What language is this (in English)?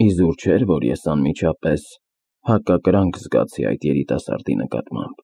Armenian